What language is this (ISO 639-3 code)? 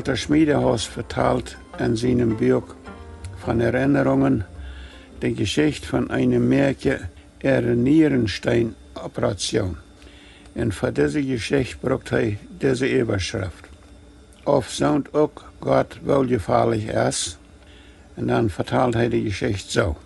pdt